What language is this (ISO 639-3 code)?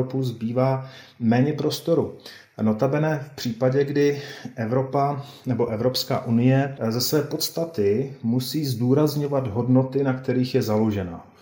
ces